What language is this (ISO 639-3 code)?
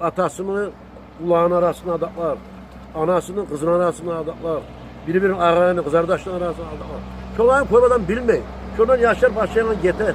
kum